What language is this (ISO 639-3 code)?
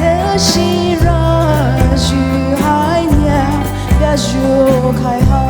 pmx